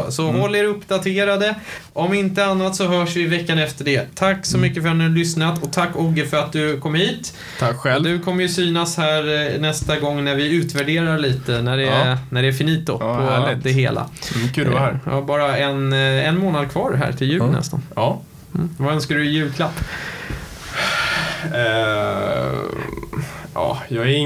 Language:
Swedish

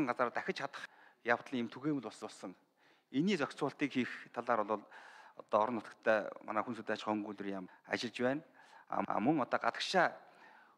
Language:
Mongolian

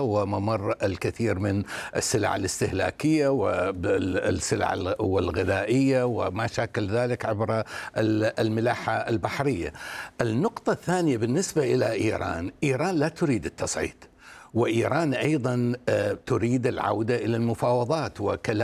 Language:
Arabic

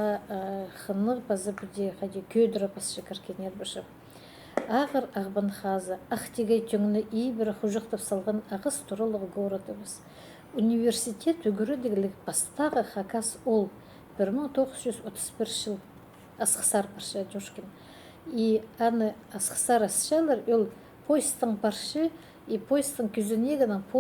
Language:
Khakas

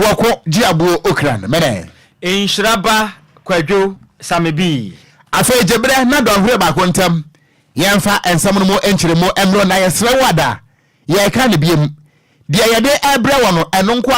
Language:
Akan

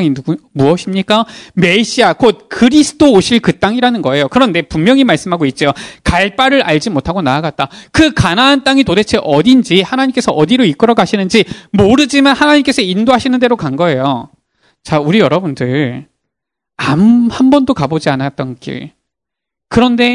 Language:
Korean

